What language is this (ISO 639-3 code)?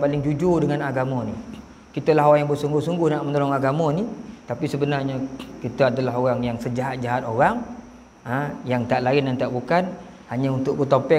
msa